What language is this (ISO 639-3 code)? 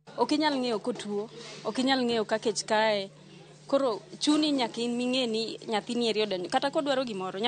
luo